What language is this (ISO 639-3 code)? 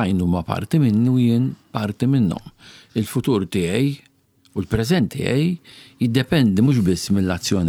mlt